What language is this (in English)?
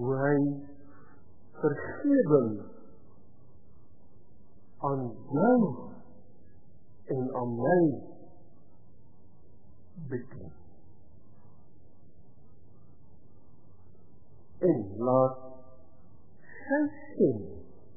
Afrikaans